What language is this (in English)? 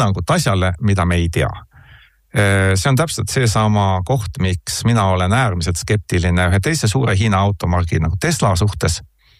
Estonian